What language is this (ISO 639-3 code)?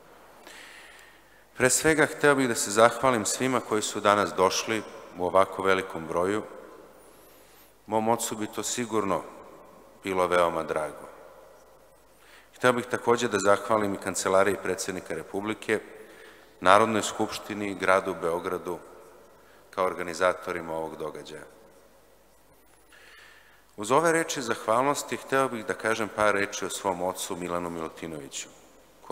srp